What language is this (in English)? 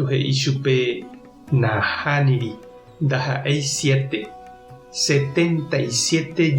Guarani